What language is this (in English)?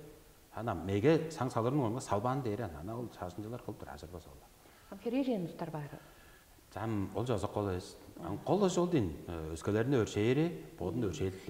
Tuvinian